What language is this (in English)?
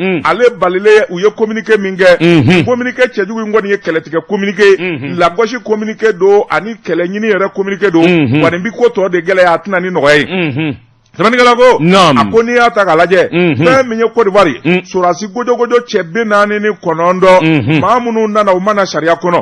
Bambara